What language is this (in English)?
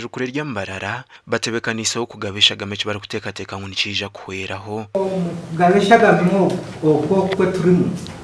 Nyankole